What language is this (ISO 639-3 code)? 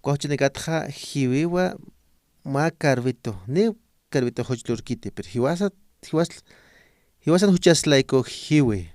aym